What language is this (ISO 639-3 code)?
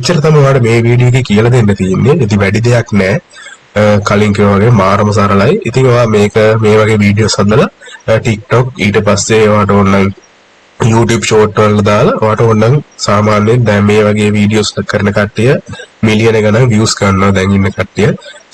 sin